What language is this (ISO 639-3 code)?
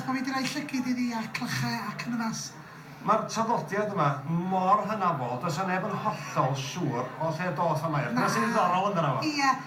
cym